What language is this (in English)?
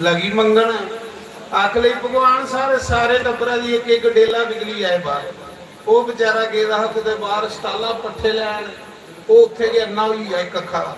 Dogri